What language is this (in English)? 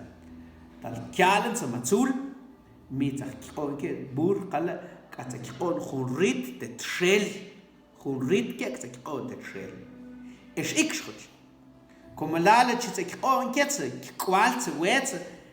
Mam